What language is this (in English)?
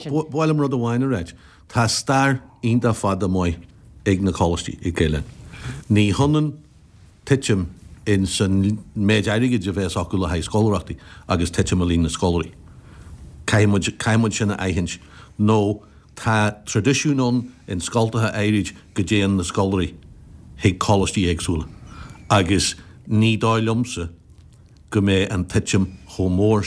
Irish